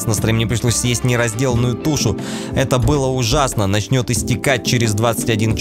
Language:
Russian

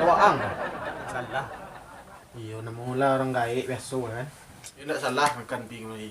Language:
Minangkabau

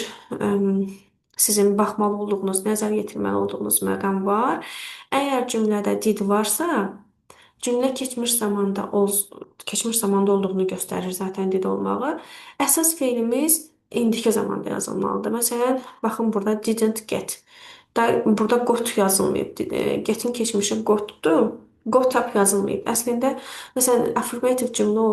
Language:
Azerbaijani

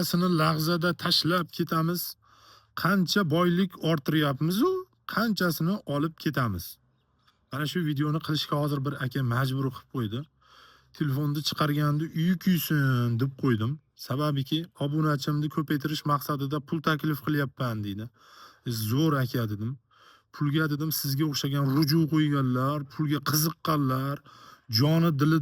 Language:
Uzbek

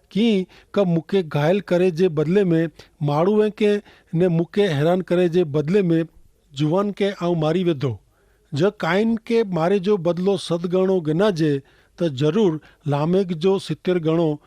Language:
Kachhi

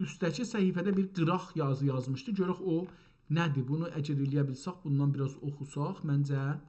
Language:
South Azerbaijani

